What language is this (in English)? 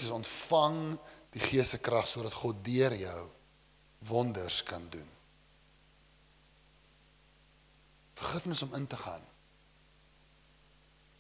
Afrikaans